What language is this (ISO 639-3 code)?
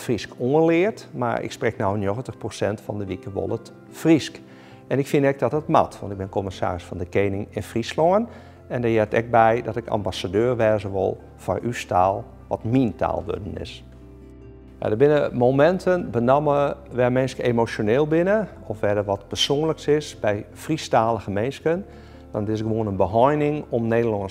fry